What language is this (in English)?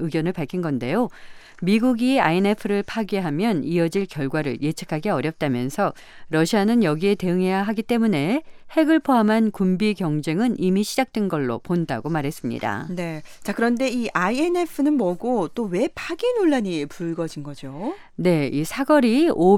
Korean